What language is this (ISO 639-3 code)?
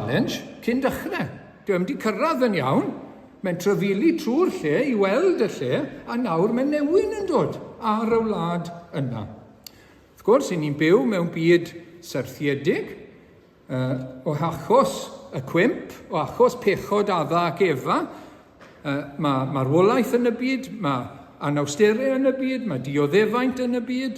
cym